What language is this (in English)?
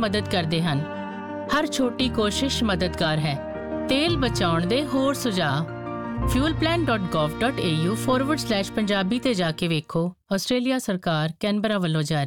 Punjabi